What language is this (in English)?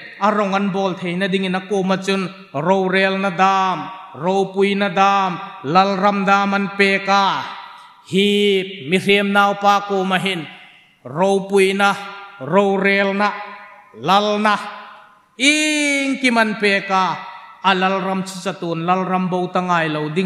Hmar